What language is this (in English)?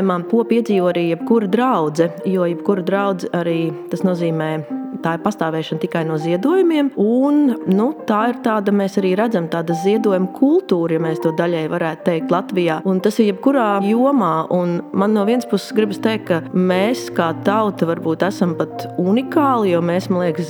Latvian